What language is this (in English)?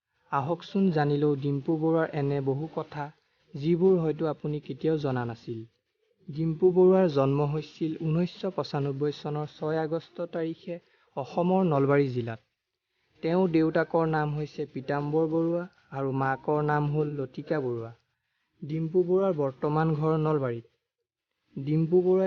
Assamese